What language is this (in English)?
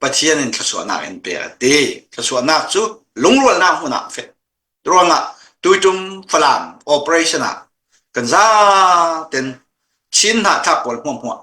Falam Chin